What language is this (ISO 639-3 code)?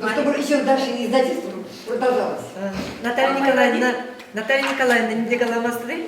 chv